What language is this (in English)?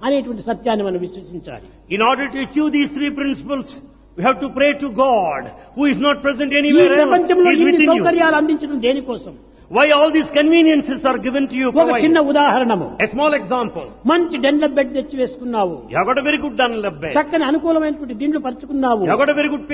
Telugu